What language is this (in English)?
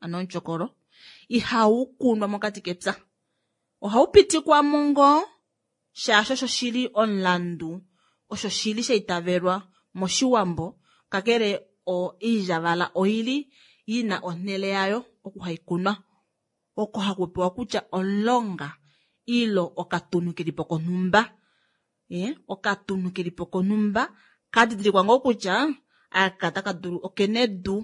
Kuanyama